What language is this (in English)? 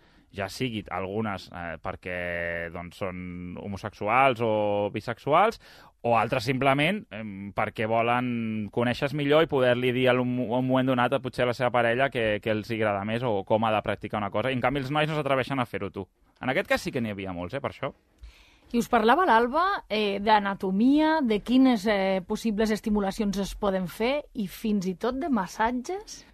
Catalan